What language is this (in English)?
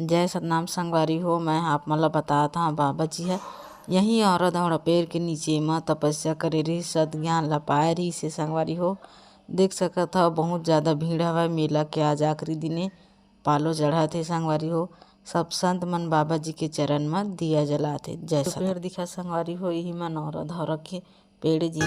Chhattisgarhi